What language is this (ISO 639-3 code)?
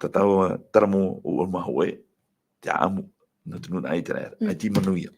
tah